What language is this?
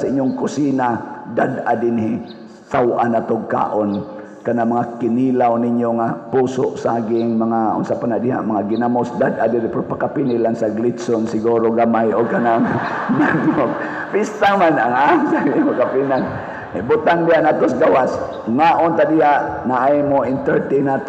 Cebuano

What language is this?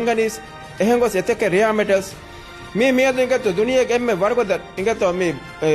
Divehi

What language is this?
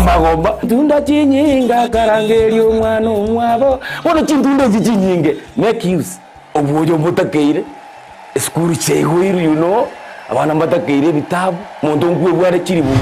Gusii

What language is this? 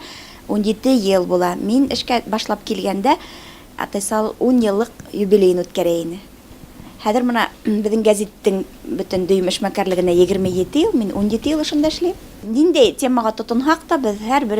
Bashkir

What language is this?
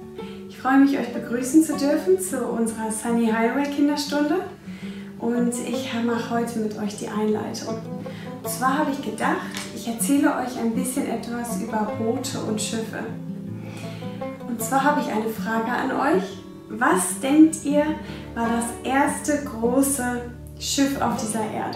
German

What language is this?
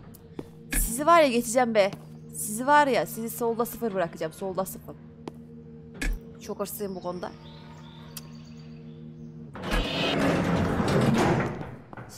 Turkish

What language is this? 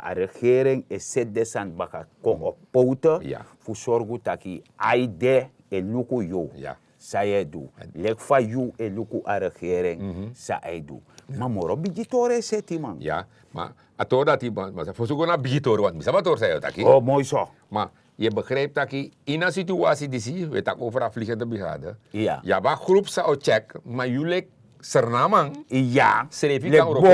Sranan Tongo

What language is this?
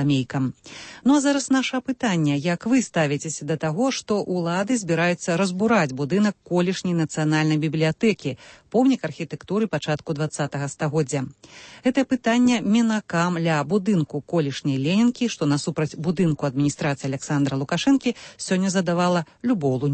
Belarusian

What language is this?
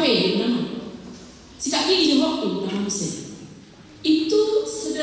Batak Toba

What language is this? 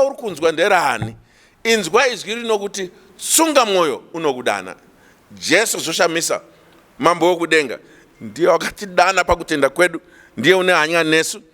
Shona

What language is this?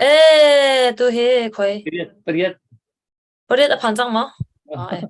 Hakha Chin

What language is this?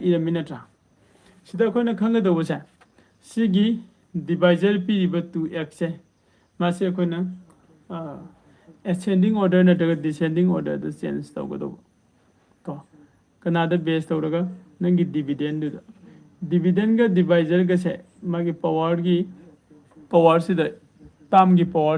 Manipuri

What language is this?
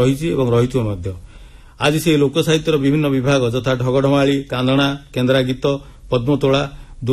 Odia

